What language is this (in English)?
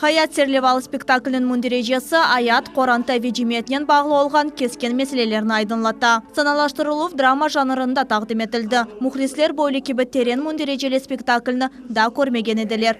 Crimean Tatar